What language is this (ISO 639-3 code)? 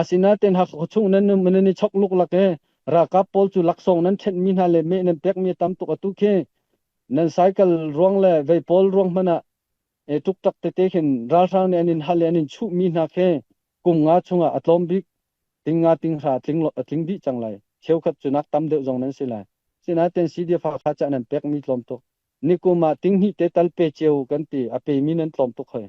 cnh